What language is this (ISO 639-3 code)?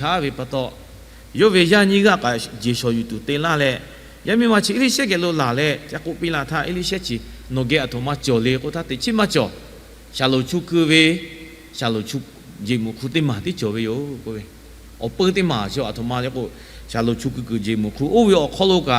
lhu